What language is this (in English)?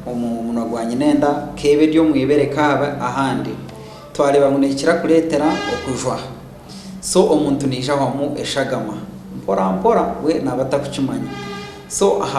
Nyankole